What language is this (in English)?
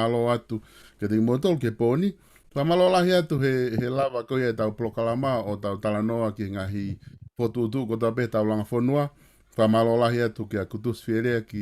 Tongan